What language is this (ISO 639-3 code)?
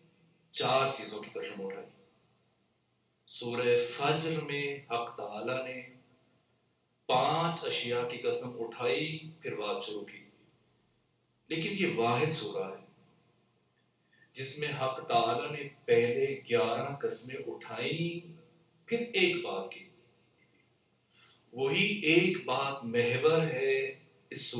urd